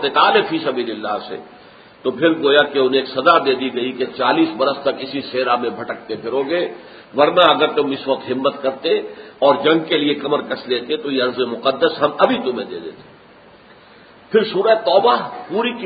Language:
Urdu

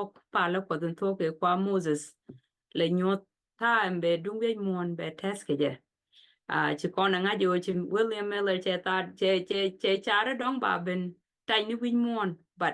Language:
Nuer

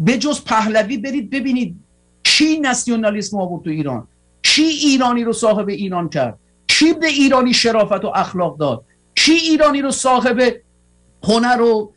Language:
Persian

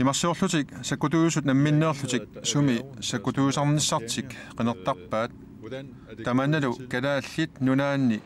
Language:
Kalaallisut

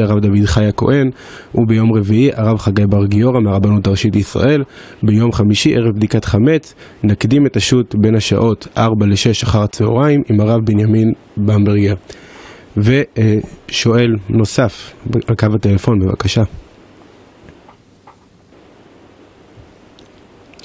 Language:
Hebrew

